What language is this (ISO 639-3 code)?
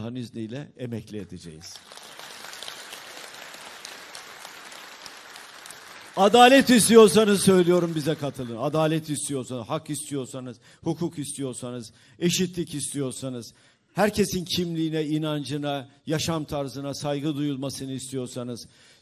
tur